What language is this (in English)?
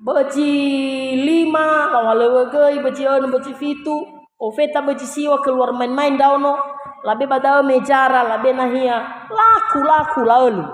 Nias